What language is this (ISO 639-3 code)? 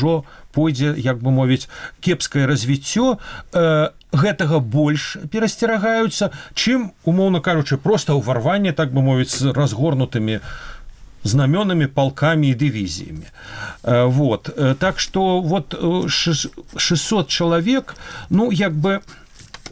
bel